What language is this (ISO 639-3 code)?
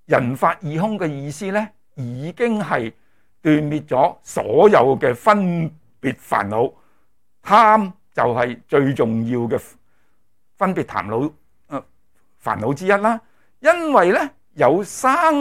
yue